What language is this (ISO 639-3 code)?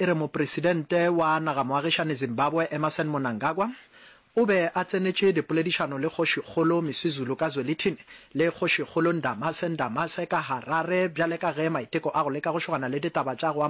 nso